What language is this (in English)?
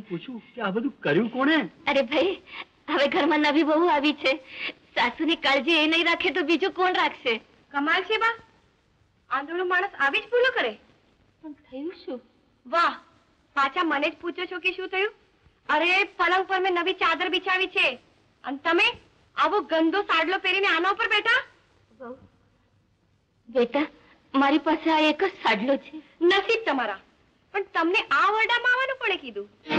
Gujarati